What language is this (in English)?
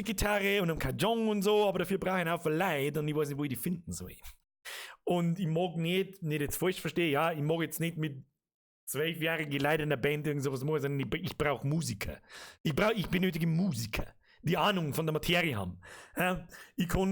Bavarian